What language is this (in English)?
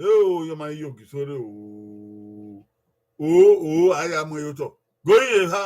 Bini